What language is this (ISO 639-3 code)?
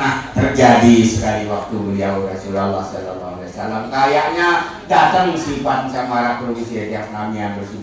sas